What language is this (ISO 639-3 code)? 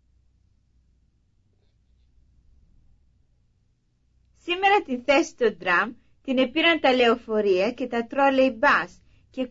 ell